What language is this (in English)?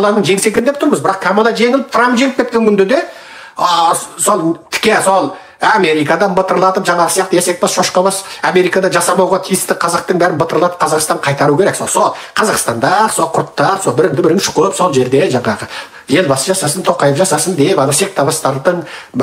Kazakh